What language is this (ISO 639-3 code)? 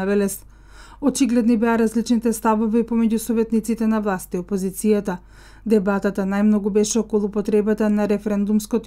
mkd